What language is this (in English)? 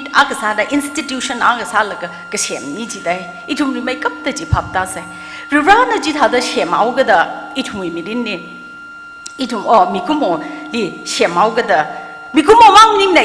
Tangkhul Naga (India)